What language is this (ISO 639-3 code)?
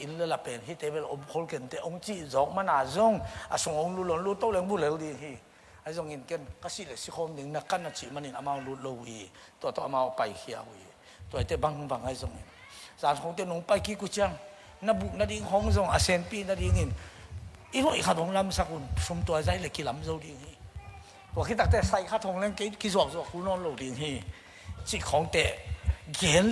ctd